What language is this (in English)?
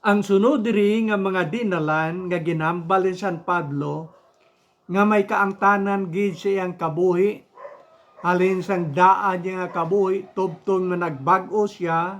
Hiligaynon